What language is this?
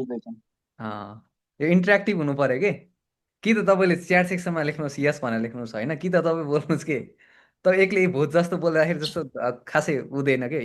Nepali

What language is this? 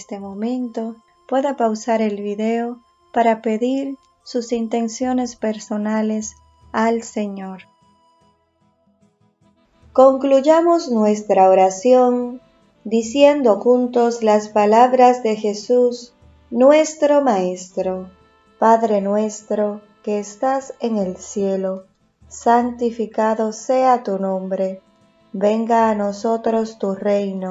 Spanish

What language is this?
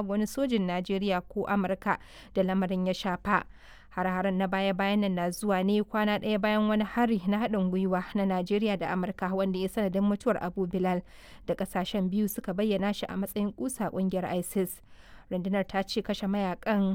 Hausa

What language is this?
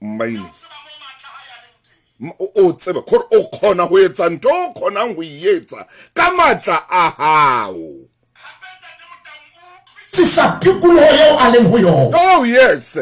Southern Sotho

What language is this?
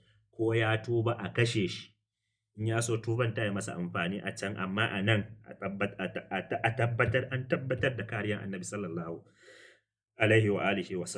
Hausa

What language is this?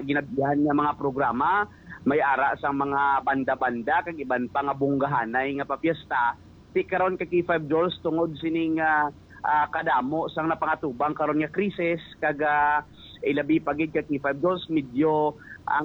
Hiligaynon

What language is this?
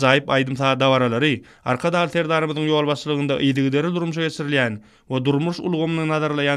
Turkmen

